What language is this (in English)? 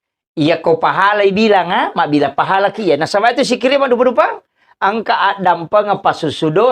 Buginese